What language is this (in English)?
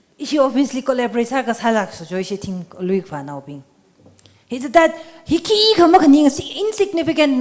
Tangkhul Naga (India)